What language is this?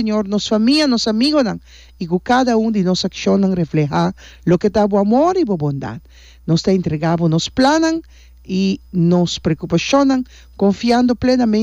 Papiamento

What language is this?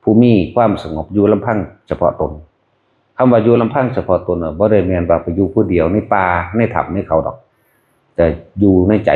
Northeastern Thai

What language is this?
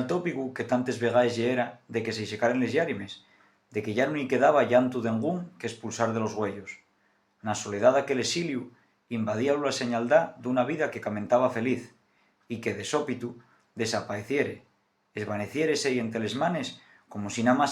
Asturian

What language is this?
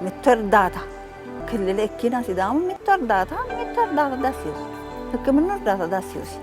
Sidamo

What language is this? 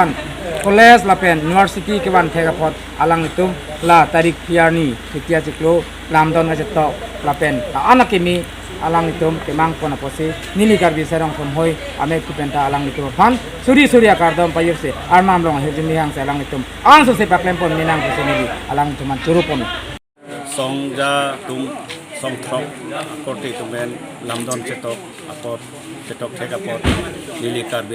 Karbi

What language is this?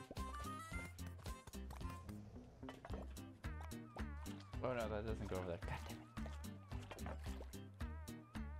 English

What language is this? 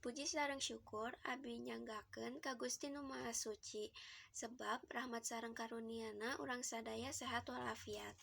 Sundanese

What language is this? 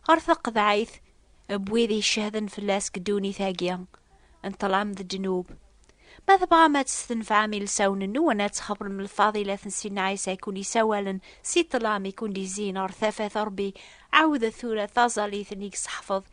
Kabyle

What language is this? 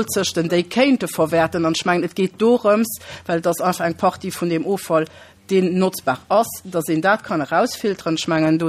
Luxembourgish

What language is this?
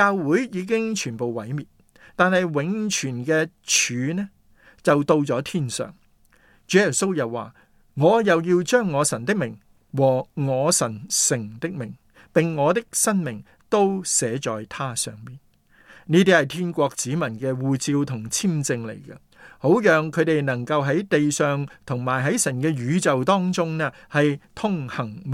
Cantonese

